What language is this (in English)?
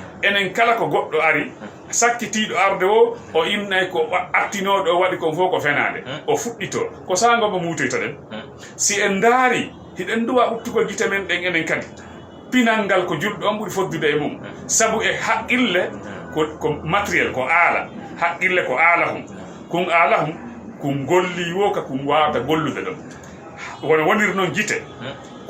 Fula